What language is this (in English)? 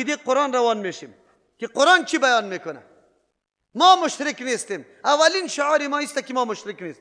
Persian